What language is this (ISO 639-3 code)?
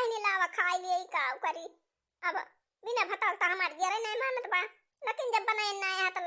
awa